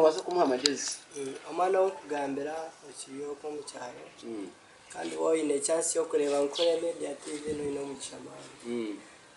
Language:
Nyankole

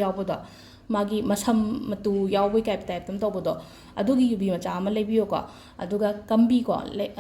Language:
Manipuri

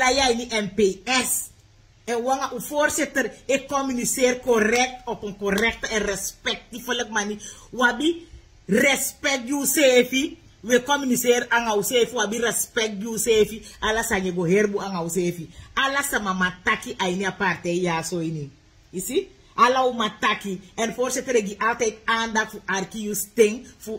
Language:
Sranan Tongo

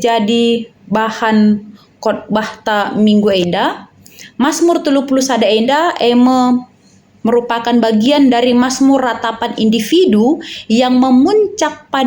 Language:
Batak Karo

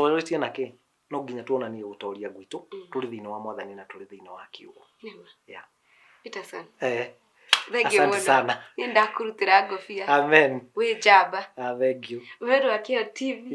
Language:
Kikuyu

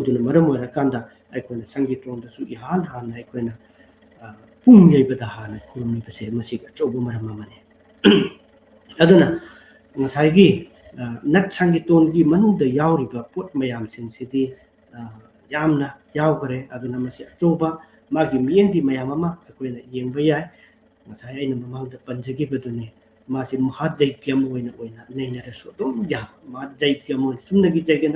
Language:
Manipuri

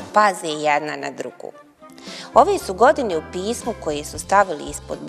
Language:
Bosnian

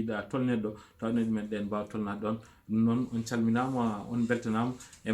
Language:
Fula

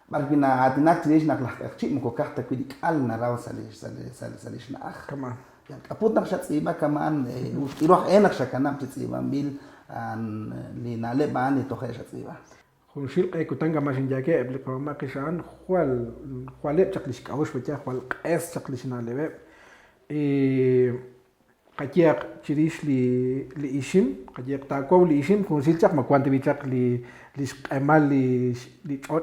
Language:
Kekchí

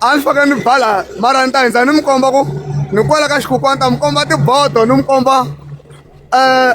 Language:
Tsonga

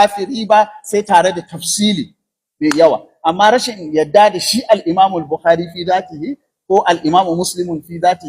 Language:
Hausa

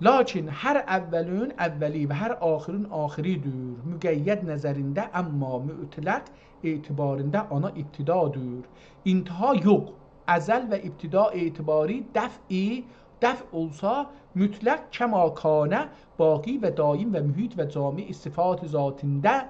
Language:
South Azerbaijani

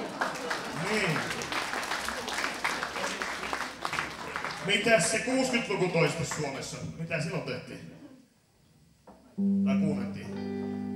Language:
Finnish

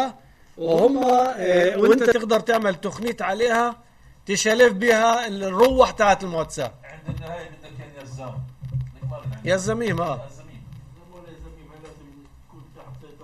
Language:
North Levantine Arabic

